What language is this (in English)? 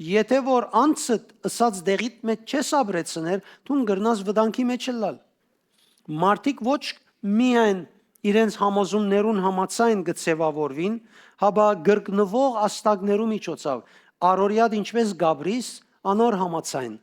Western Armenian